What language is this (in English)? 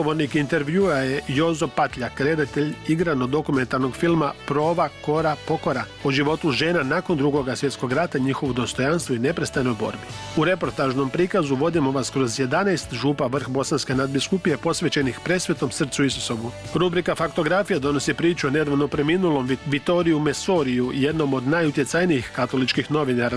Croatian